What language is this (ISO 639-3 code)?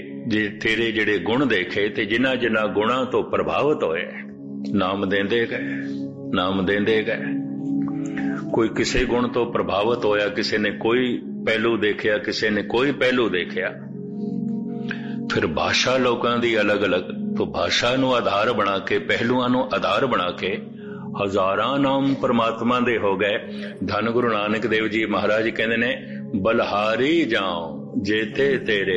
pan